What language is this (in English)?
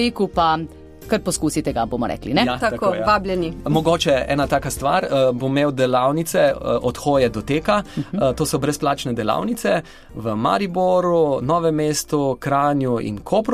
Slovenian